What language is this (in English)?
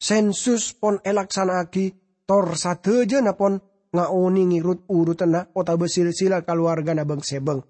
Madurese